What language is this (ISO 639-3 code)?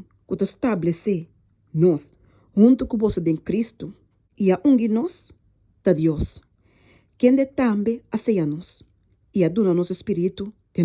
pap